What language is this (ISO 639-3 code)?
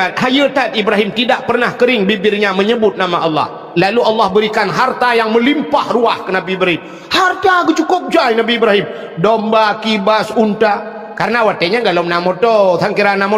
ace